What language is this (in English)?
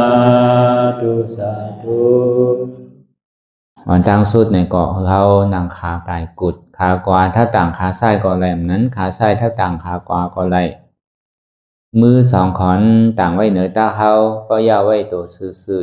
Shan